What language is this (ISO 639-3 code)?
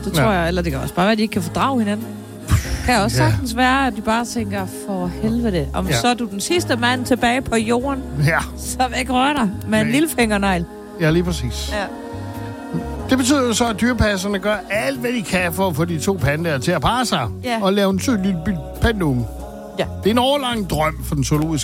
dan